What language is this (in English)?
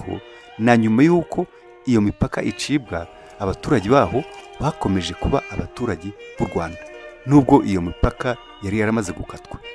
Kinyarwanda